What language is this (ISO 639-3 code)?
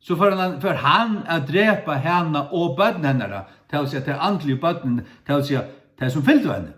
fao